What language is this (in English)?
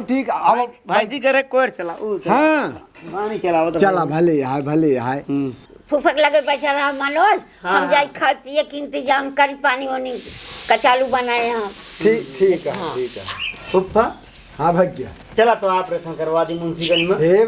Awadhi